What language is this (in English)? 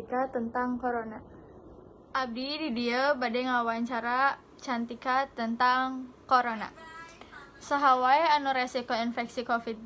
Sundanese